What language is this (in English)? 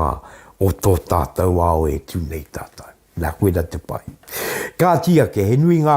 Māori